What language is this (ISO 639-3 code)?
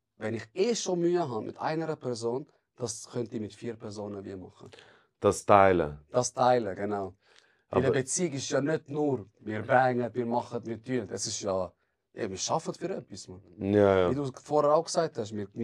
gsw